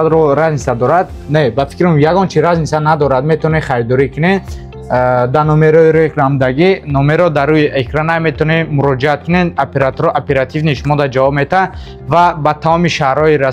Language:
Tajik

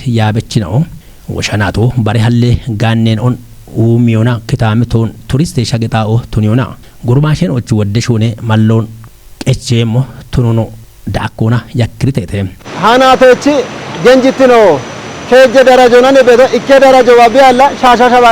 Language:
Kafa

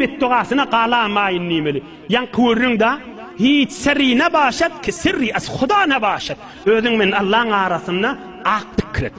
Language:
Turkmen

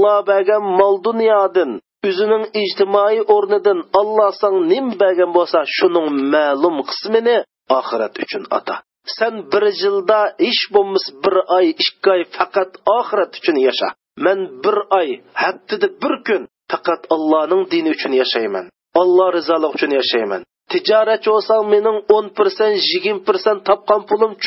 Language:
Uyghur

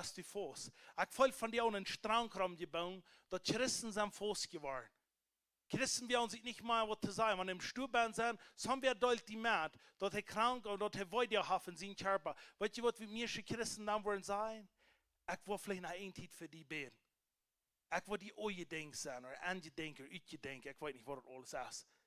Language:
Plautdietsch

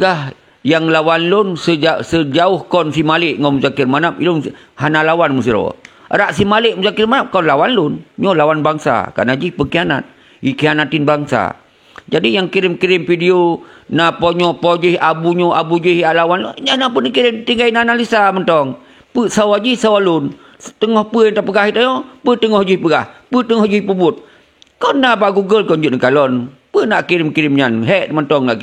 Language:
Achinese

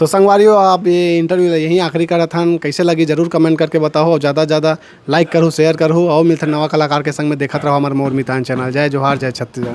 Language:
Chhattisgarhi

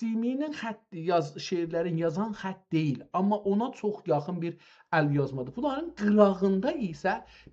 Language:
South Azerbaijani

